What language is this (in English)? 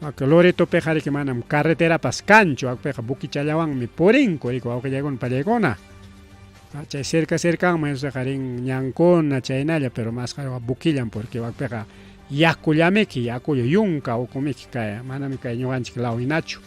Ayacucho Quechua